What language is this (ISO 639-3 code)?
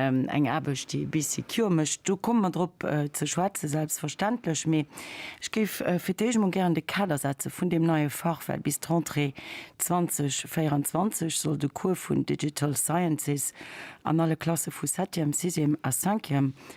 ltz